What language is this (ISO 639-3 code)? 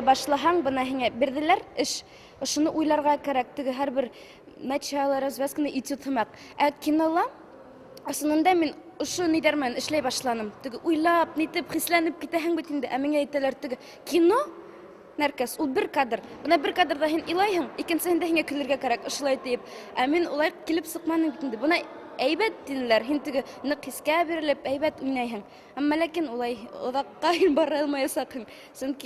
bak